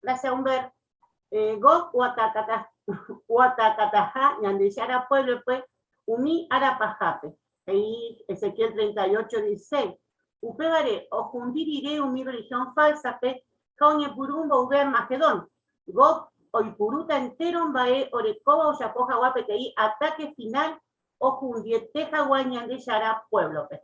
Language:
Guarani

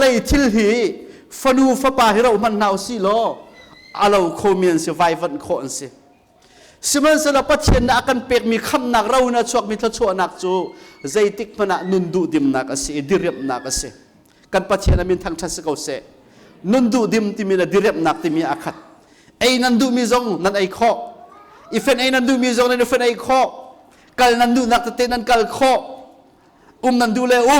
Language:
Hakha Chin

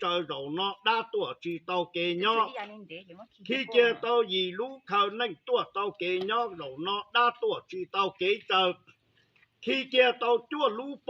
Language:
Hmong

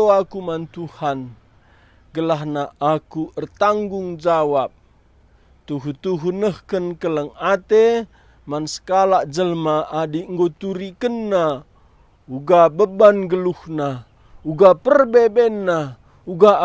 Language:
Batak Karo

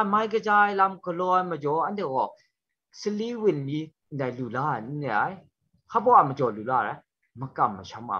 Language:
Kachin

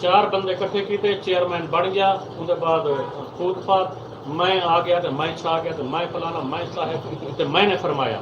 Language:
Saraiki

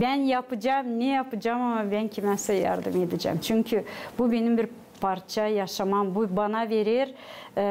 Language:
Gagauz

